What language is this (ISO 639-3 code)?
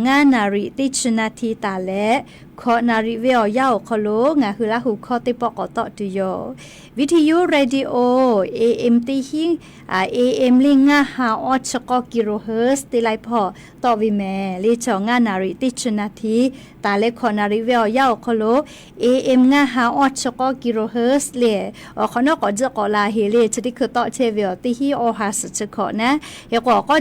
lhu